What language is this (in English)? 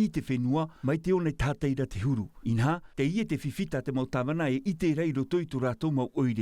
Tahitian